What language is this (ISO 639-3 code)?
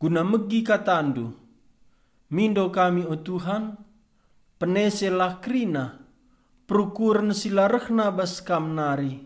btx